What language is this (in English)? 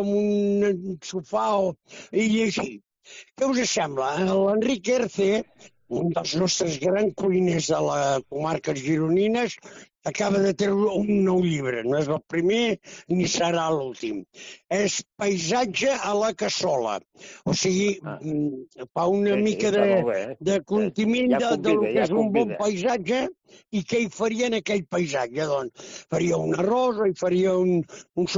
Catalan